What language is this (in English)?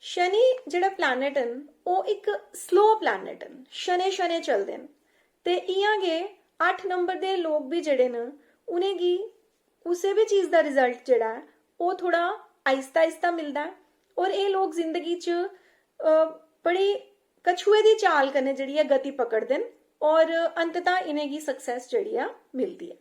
Dogri